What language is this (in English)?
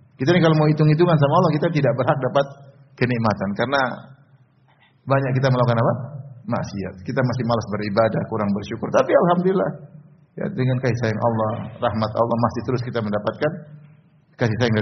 Indonesian